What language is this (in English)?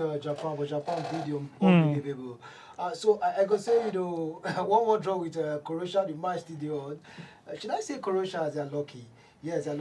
Nigerian Pidgin